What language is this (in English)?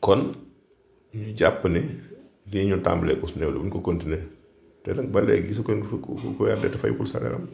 Wolof